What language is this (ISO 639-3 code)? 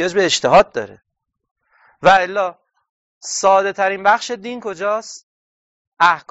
fas